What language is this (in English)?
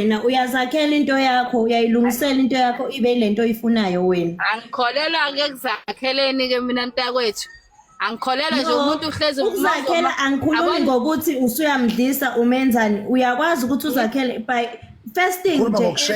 Zulu